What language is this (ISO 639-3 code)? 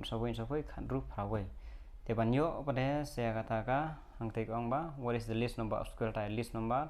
kha